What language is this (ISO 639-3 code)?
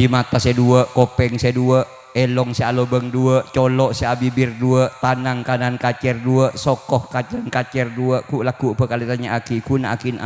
mad